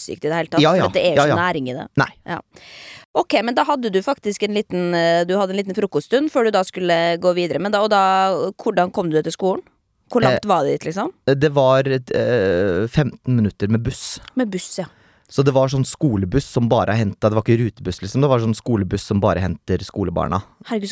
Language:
Norwegian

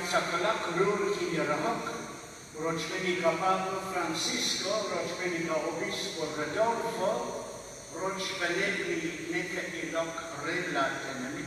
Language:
Kekchí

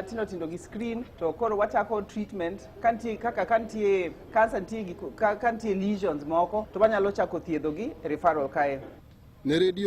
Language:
Luo (Kenya and Tanzania)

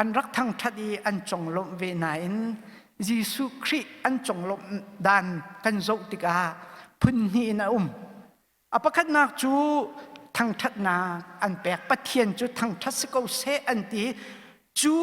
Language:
Hakha Chin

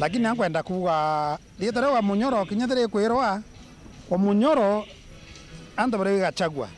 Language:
Meru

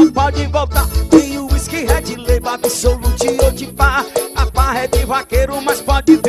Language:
Portuguese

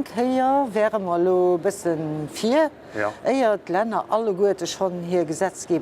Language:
Luxembourgish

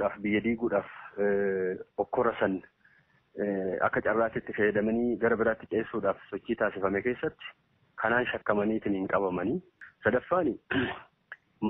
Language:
Oromo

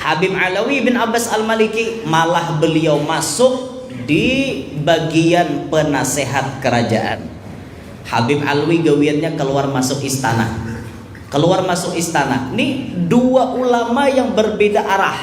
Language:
Banjar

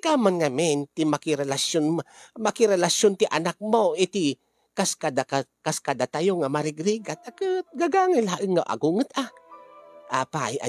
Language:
Iloko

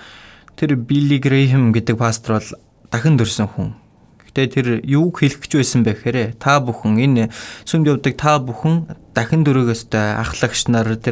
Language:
Mongolian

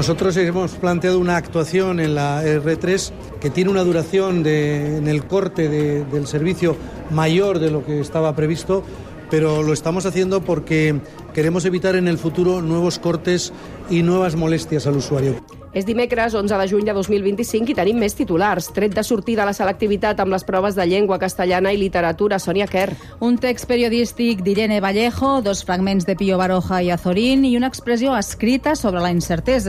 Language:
Catalan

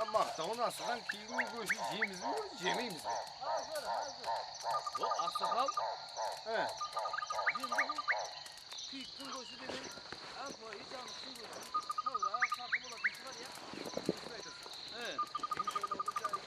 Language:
Kara-Kalpak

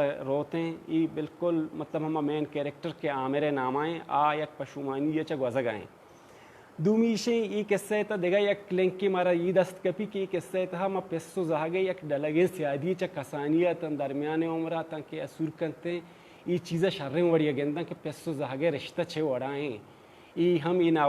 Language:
Baluchi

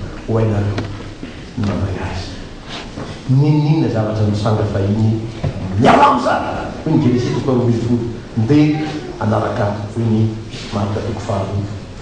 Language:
Malagasy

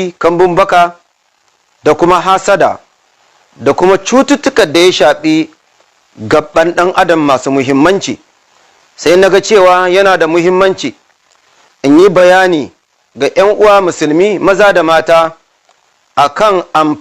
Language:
Hausa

